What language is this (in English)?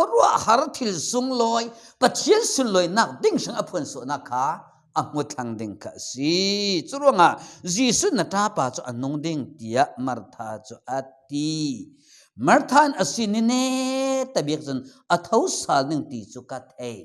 Falam Chin